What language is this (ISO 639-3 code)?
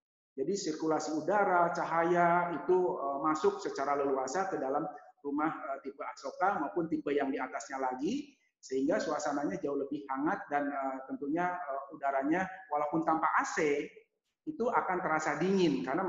ind